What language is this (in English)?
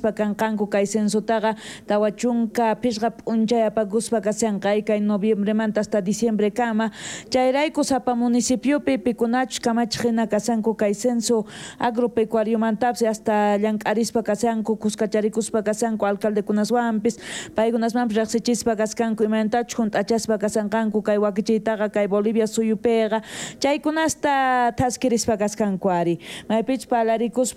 South Bolivian Quechua